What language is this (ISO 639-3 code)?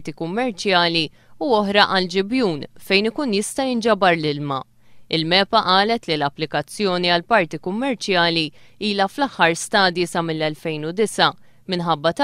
mlt